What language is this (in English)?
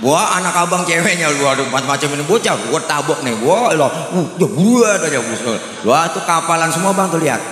Betawi